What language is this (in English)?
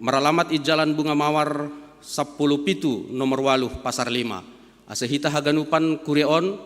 Batak Simalungun